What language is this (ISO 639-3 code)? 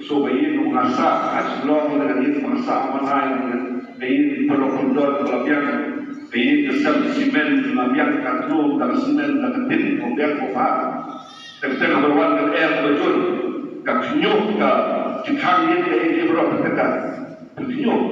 kha